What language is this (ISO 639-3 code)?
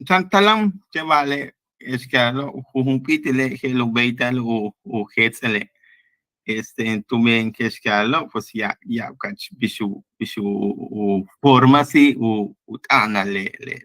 yua